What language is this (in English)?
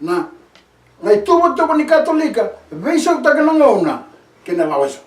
Fijian